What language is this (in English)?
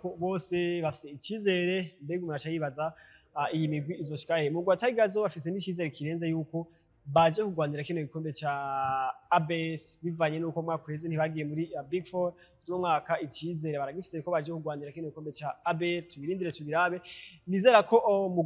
Rundi